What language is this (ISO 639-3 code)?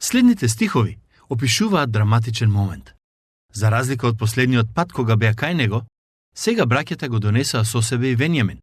mkd